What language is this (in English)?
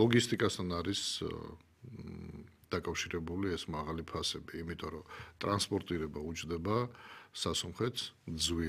Georgian